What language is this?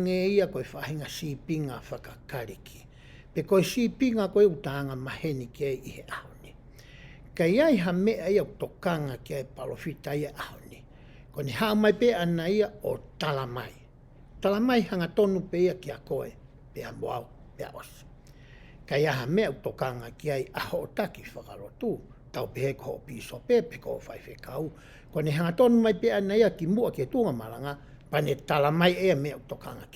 Tongan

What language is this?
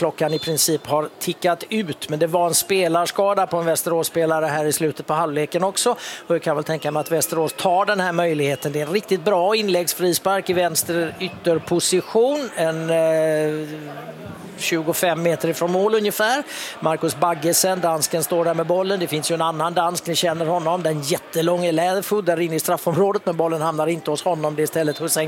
Swedish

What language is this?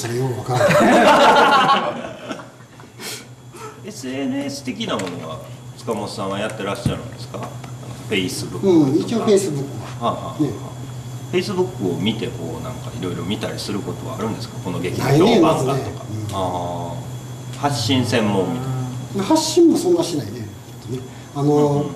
Japanese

